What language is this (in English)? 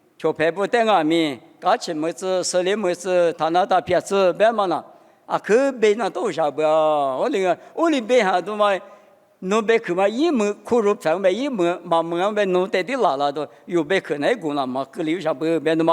Lisu